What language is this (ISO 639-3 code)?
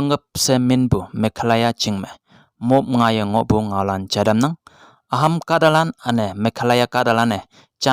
nbe